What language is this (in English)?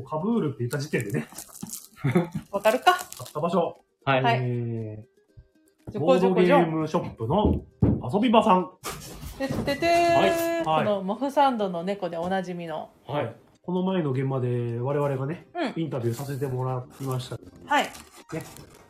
Japanese